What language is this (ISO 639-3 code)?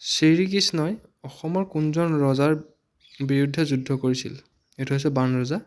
asm